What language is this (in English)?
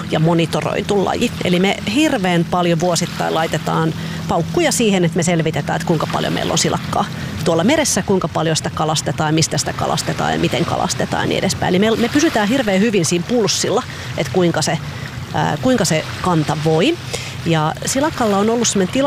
Finnish